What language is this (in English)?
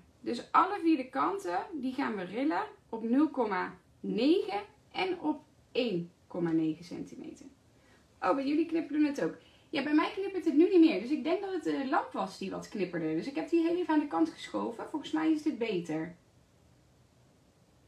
Dutch